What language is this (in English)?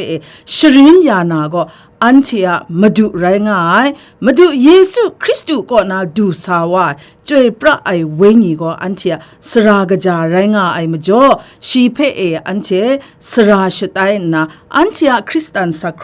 Kachin